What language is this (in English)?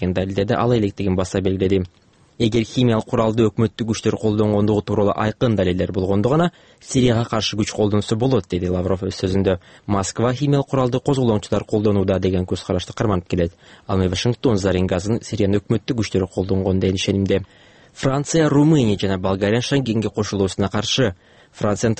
Kyrgyz